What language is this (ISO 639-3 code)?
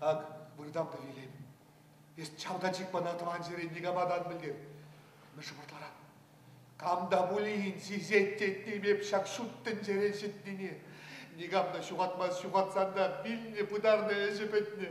chv